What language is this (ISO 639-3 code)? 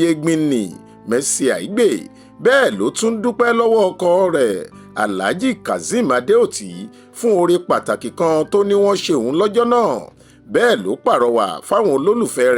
yor